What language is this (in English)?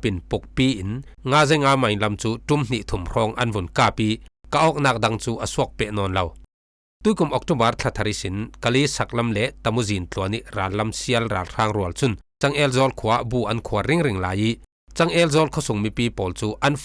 Falam Chin